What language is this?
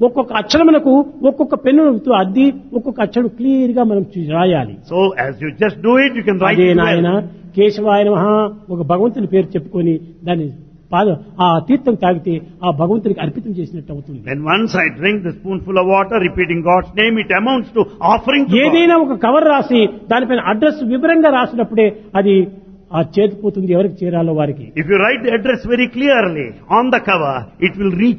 Telugu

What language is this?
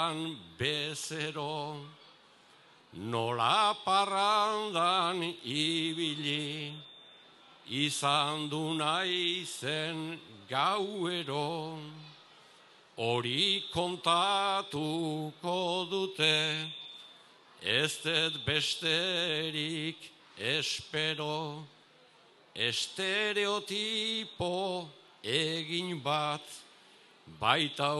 Basque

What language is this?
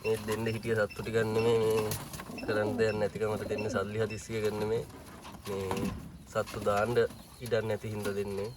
Sinhala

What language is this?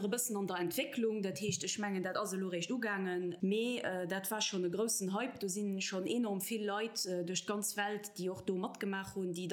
Luxembourgish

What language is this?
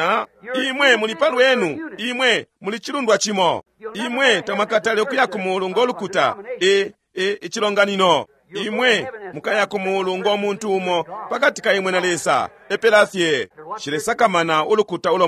Bemba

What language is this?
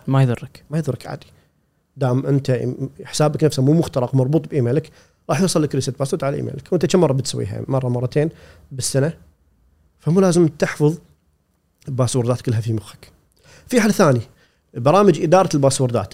Gulf Arabic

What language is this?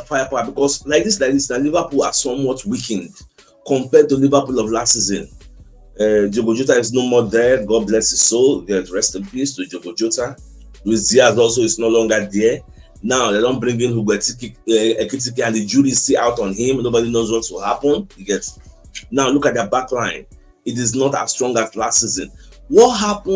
Nigerian Pidgin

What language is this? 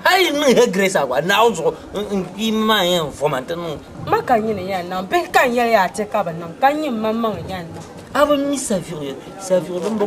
Dagbani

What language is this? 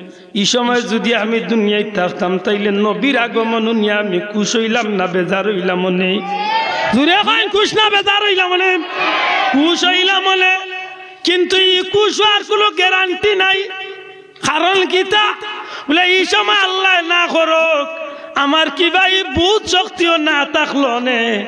Sylheti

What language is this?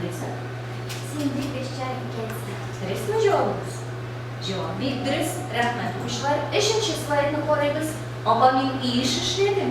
Tatar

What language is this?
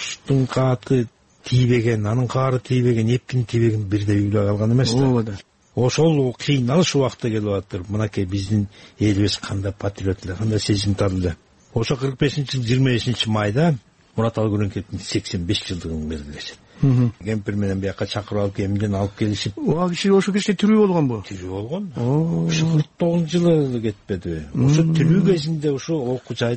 Kyrgyz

